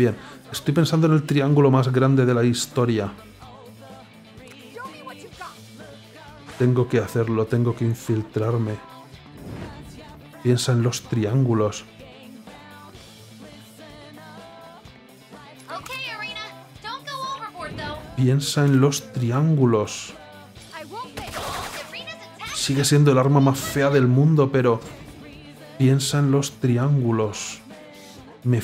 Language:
Spanish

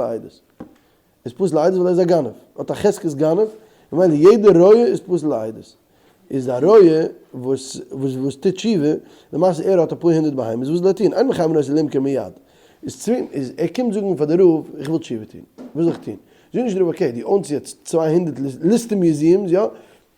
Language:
Yiddish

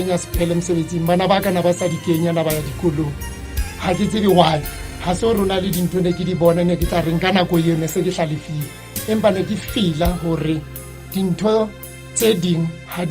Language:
Southern Sotho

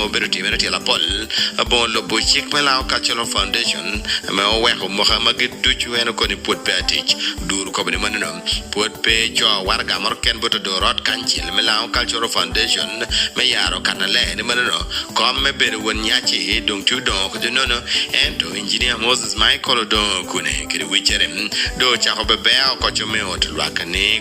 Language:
Lango (Uganda)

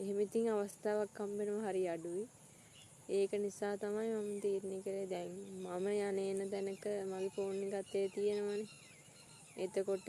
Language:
Sinhala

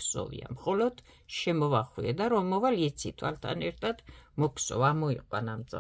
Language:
Georgian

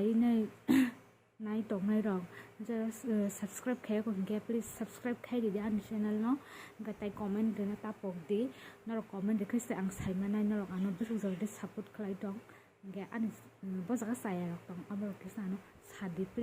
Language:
Kok Borok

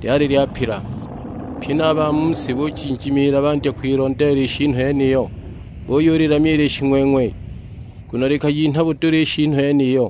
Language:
Sukuma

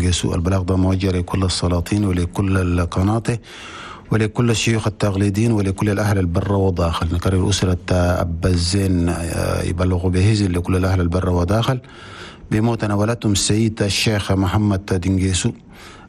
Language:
Chadian Arabic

